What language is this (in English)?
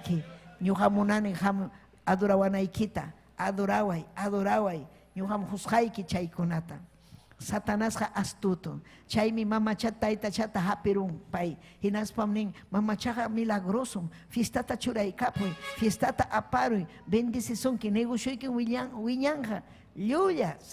Ayacucho Quechua